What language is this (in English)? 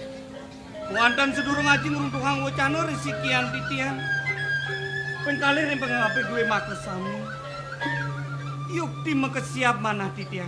Balinese